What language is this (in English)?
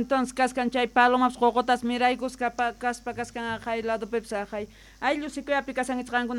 South Bolivian Quechua